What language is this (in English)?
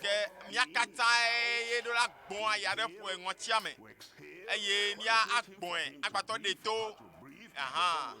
Ewe